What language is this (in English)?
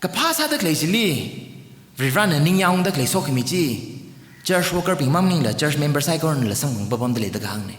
Tangkhul Naga (India)